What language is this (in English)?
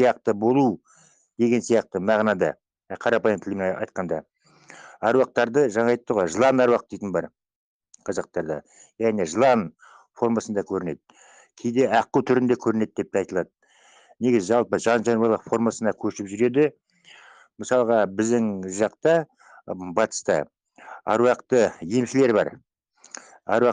Kazakh